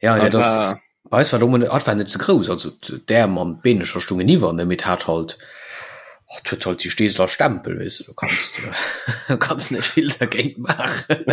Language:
Luxembourgish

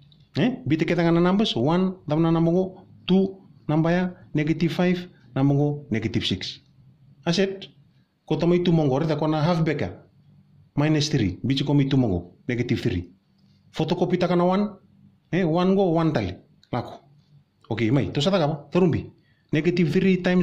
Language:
Fijian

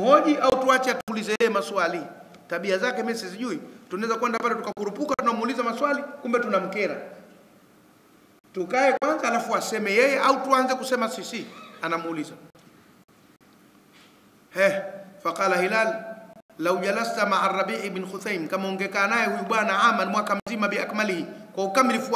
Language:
Swahili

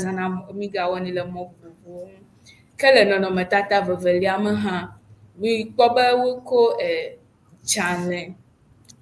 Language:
Ewe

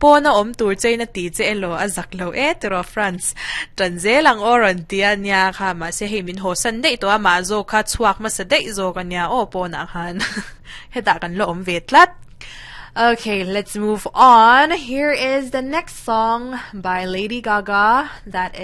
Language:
Mizo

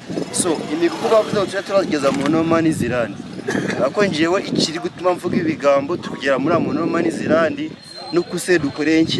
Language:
Nyankole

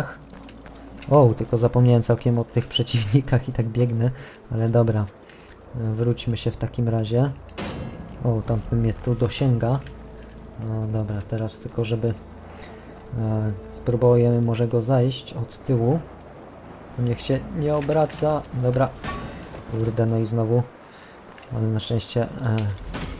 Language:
Polish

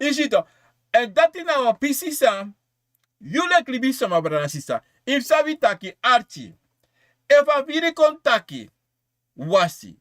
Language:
Sranan Tongo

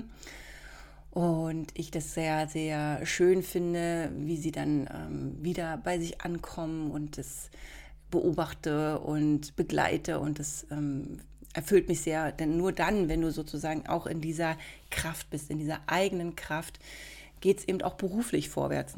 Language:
German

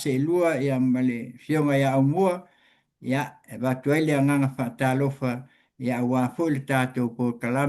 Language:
Samoan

